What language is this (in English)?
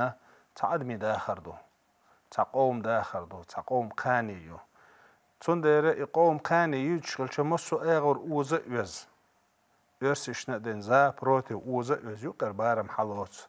Chechen